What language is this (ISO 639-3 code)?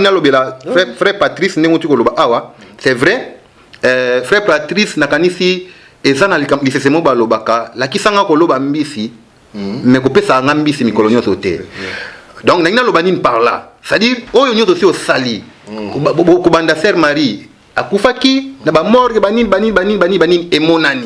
lin